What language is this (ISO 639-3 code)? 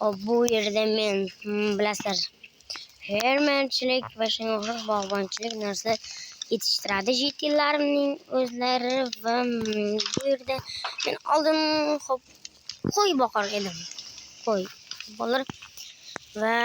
uzb